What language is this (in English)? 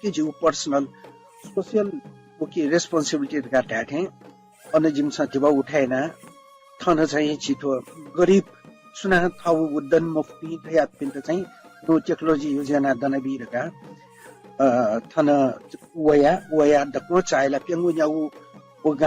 Newari